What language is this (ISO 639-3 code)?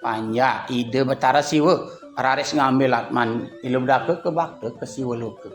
ban